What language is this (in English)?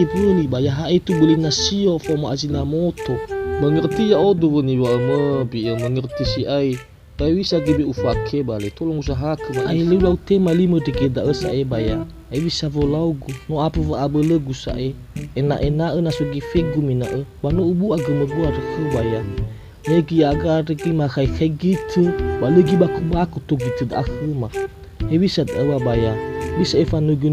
Nias